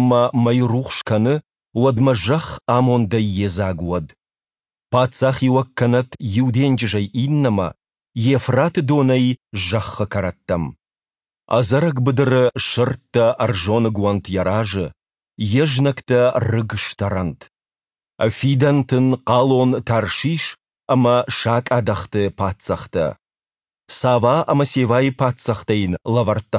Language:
Ossetic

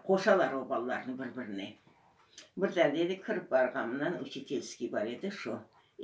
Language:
Crimean Tatar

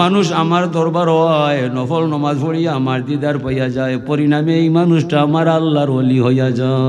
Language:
Sylheti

